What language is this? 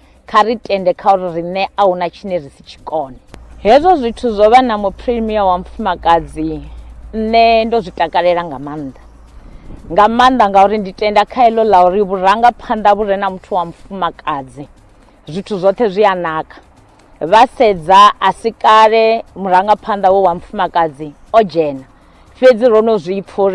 Venda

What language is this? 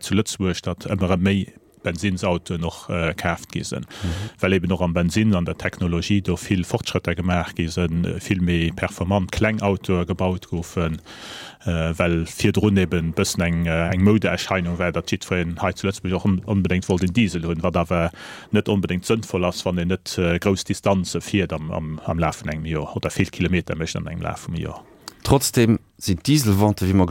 Luxembourgish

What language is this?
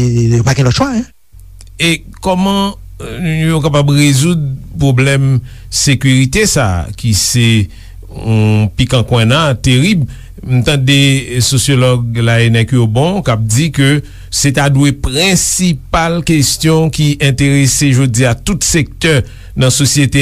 Haitian Creole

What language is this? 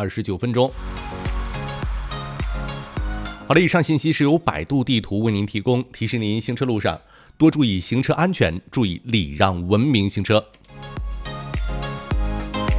Chinese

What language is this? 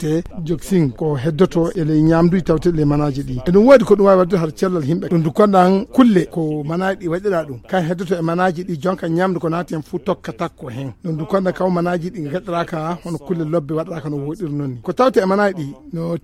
Fula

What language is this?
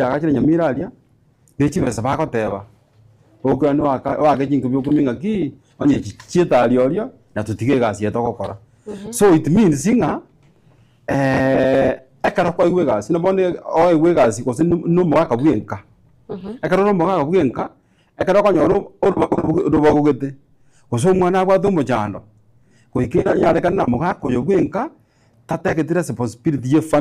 Gusii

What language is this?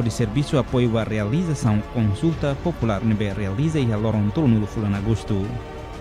Tetum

